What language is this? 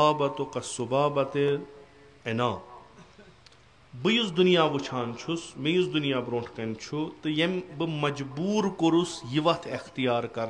Kashmiri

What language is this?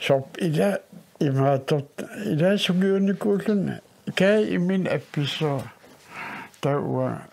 Kalaallisut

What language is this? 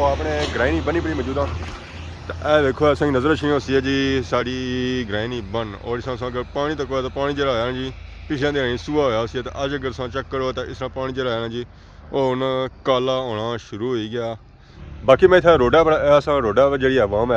Pahari-Potwari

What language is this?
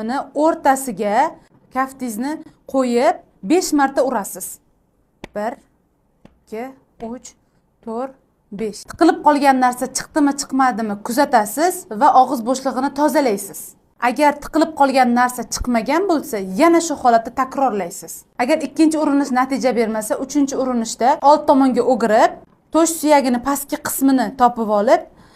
Uzbek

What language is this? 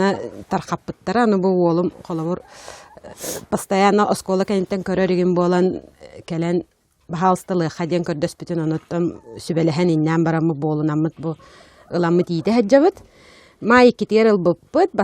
Yakut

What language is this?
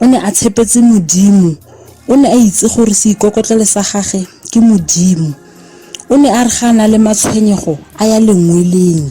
Tswana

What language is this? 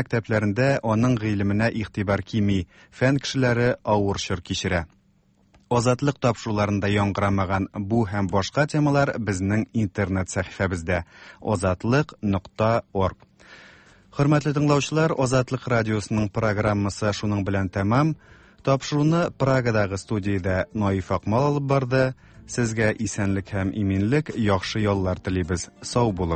Tatar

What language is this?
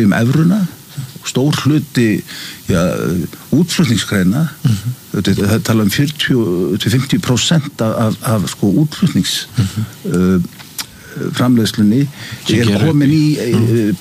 Icelandic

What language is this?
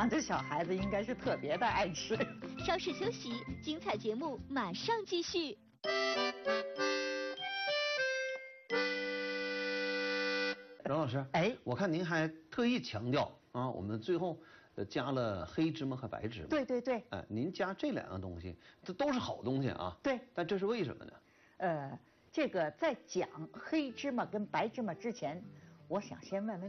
Chinese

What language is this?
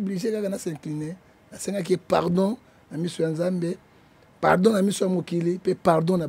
Lingala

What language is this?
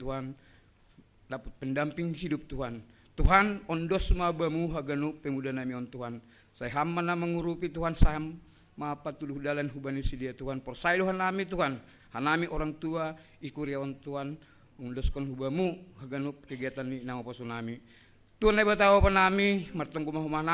Batak Simalungun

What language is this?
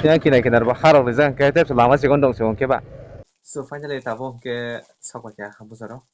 Kok Borok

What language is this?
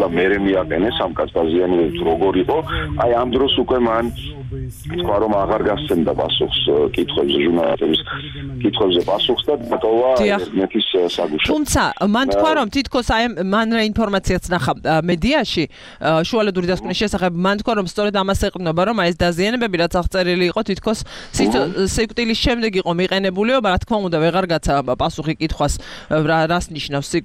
Georgian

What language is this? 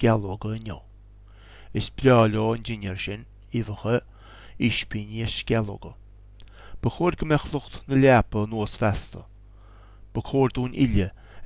Irish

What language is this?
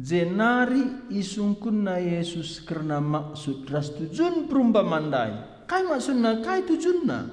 Batak Karo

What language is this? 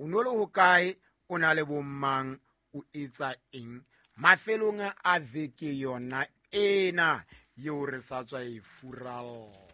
Southern Sotho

